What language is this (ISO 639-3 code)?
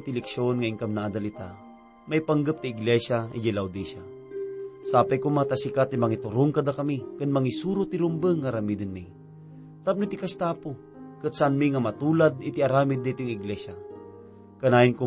ilo